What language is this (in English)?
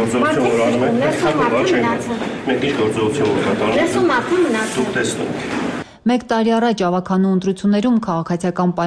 Armenian